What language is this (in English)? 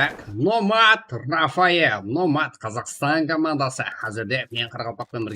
Kara-Kalpak